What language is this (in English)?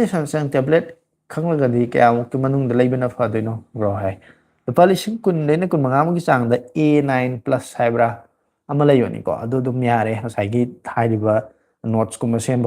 Manipuri